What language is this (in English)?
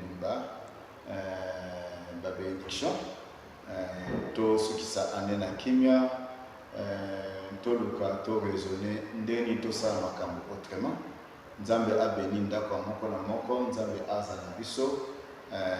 Lingala